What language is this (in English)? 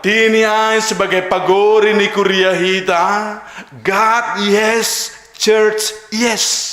Batak Simalungun